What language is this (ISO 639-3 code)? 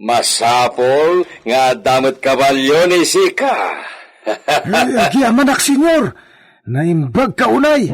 ilo